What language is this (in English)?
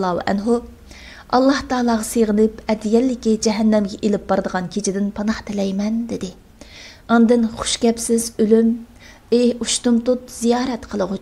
Uyghur